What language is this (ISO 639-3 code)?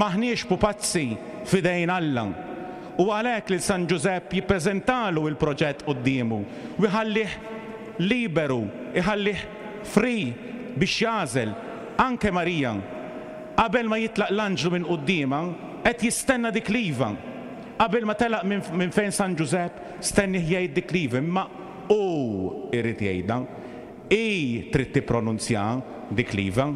mlt